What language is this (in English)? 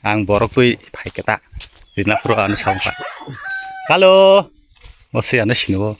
Kok Borok